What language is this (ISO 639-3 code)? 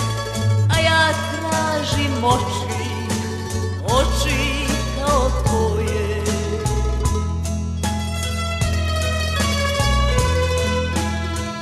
srp